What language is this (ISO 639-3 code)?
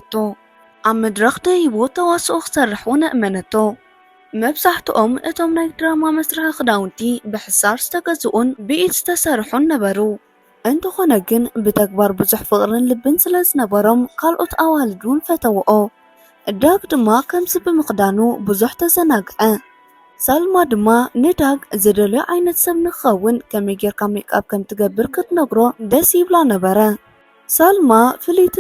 tir